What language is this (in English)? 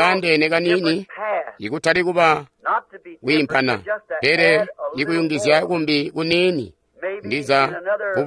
Tonga (Zambia)